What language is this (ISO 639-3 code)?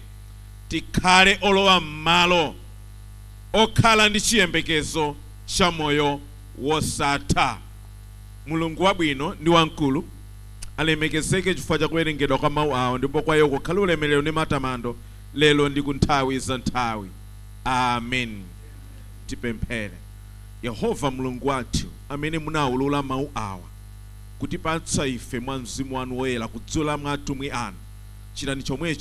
nya